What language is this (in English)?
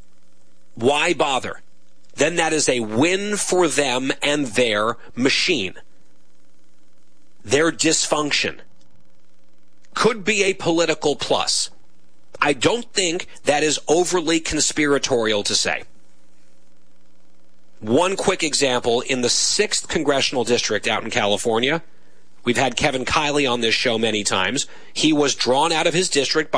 English